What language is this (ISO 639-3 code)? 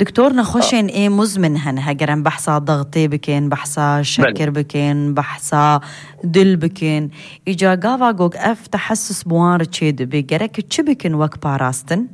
kur